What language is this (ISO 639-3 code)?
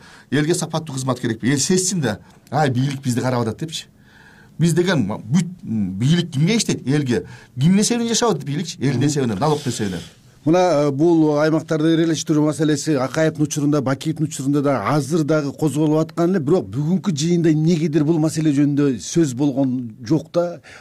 kir